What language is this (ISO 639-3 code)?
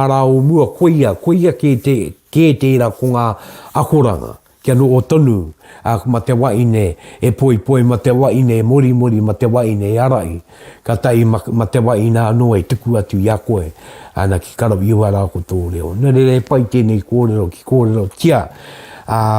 mri